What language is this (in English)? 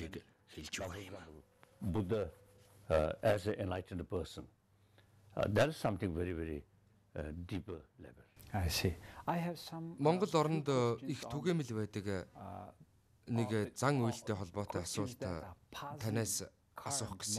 Mongolian